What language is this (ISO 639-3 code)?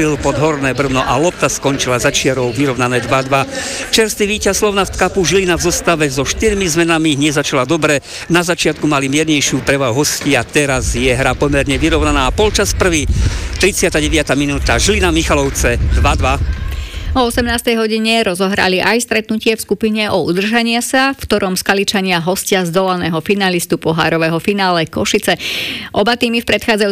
slk